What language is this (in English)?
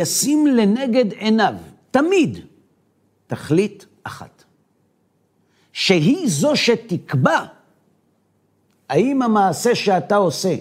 Hebrew